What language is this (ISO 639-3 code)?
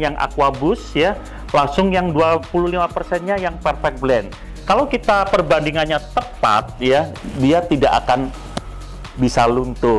ind